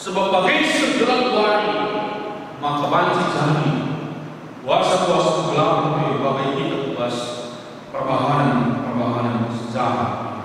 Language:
Batak Karo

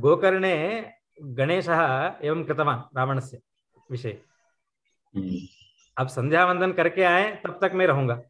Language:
Sanskrit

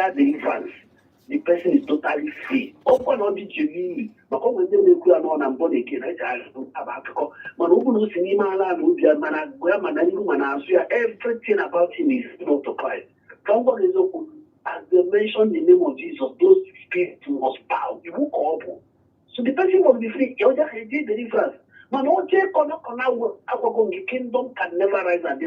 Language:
Igbo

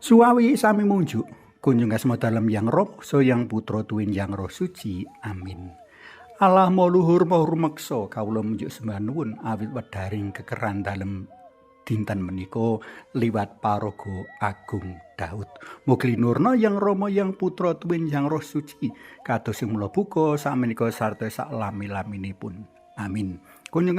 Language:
Javanese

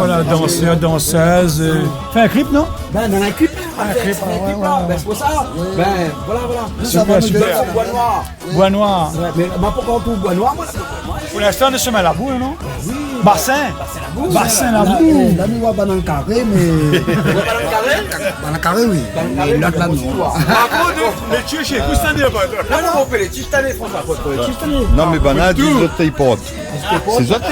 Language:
Réunion Creole French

